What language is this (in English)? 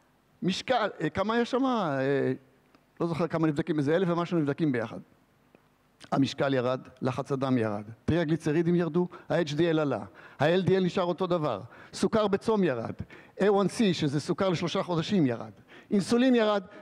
Hebrew